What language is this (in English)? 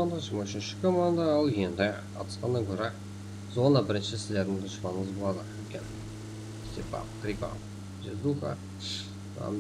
Kara-Kalpak